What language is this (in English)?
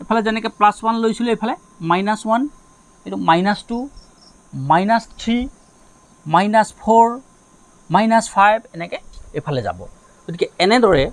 Assamese